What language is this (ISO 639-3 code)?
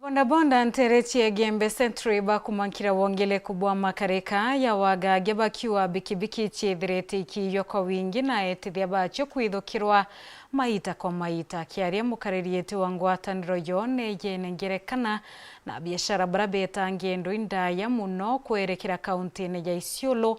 mer